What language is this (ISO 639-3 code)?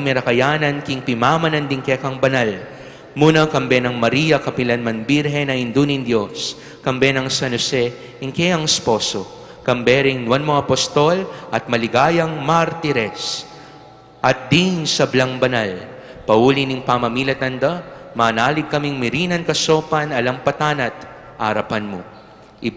pam